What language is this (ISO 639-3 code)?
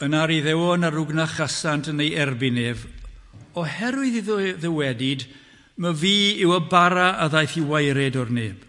cym